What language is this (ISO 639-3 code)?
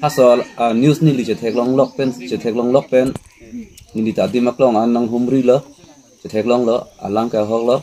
mjw